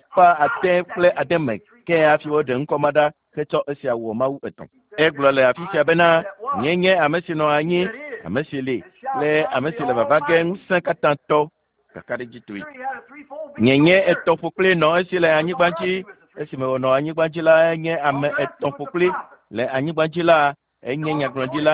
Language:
Ewe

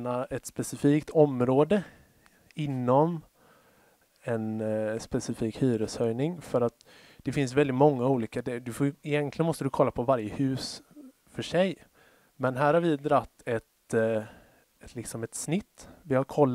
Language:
Swedish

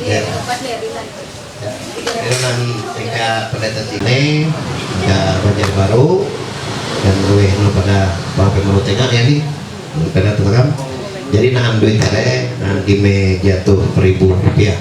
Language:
Ma'anyan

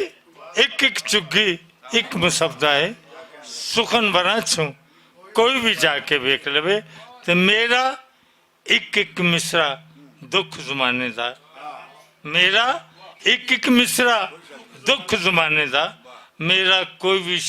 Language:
Western Panjabi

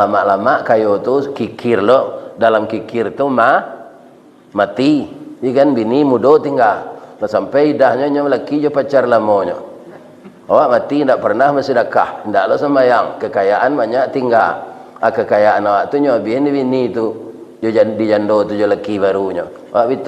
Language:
Minangkabau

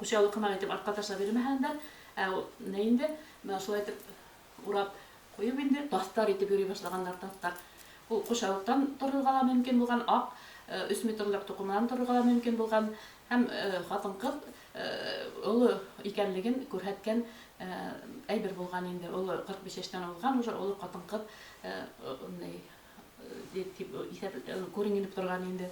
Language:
Bashkir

